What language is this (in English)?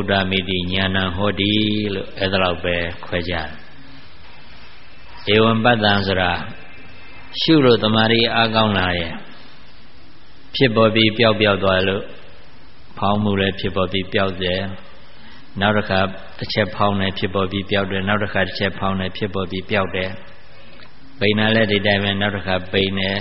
Burmese